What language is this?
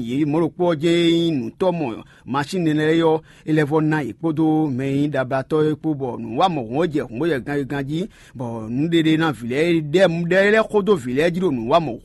Fon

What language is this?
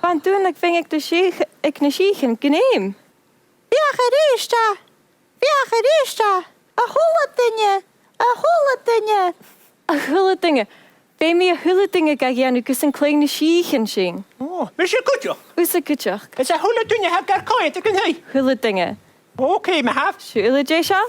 Scottish Gaelic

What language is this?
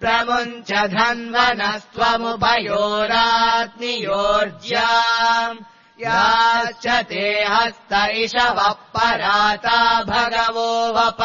Sanskrit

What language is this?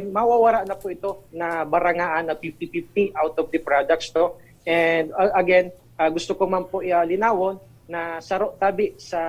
Bikol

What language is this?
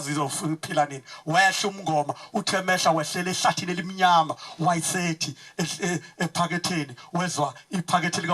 Zulu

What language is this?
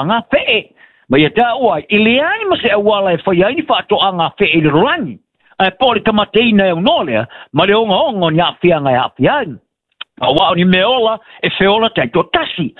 Samoan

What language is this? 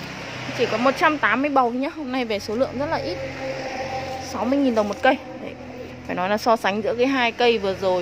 Vietnamese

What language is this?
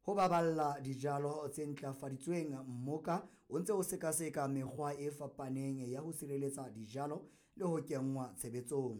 Southern Sotho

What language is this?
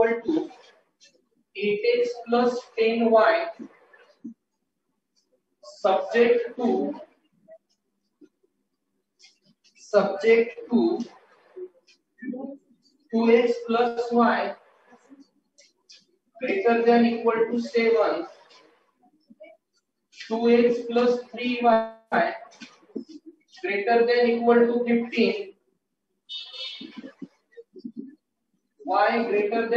Marathi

